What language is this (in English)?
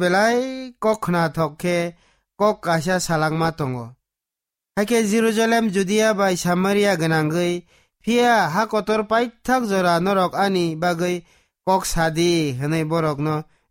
Kok Borok